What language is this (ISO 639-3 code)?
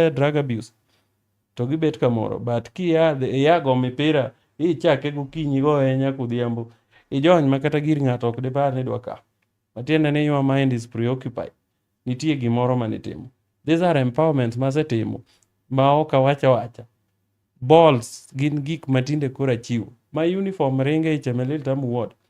luo